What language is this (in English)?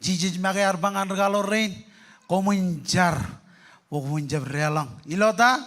Marshallese